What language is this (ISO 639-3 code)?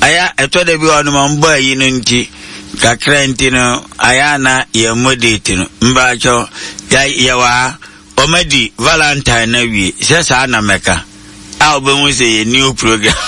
aka